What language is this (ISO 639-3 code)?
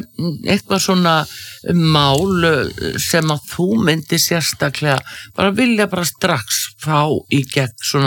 isl